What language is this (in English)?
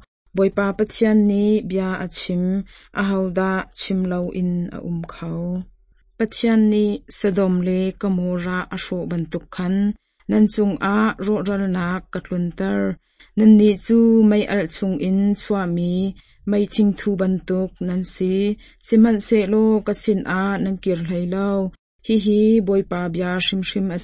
Hakha Chin